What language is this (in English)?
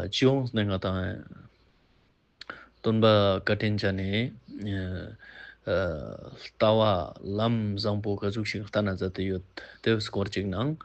Ladakhi